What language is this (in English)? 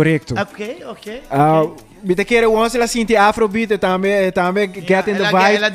Papiamento